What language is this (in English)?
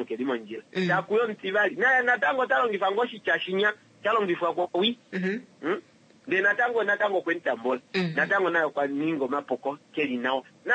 Kuanyama